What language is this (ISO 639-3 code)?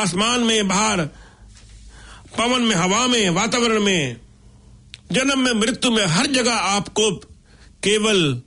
hin